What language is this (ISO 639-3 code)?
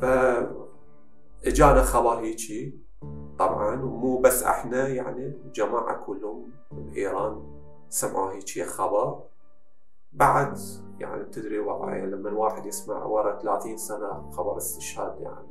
acm